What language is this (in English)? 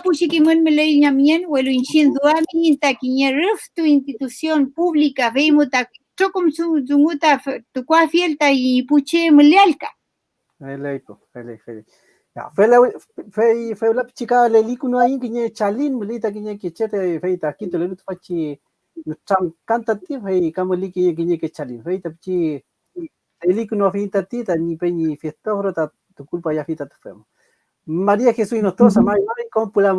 Mapuche